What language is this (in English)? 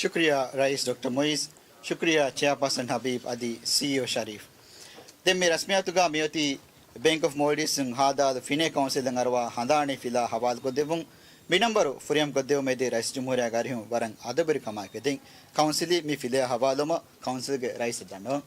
Divehi